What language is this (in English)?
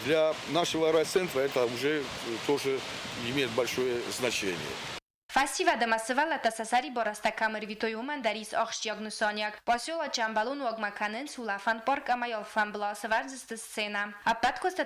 Ossetic